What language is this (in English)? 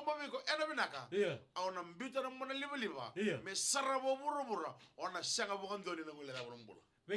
Fijian